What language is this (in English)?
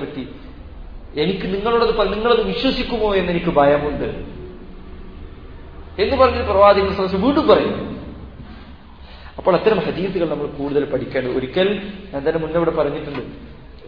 Malayalam